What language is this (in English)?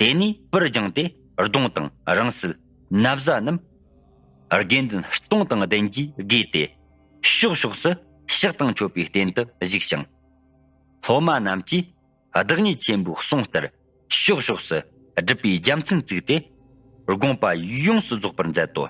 Tibetan